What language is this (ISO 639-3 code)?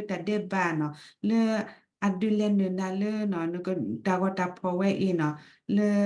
ksw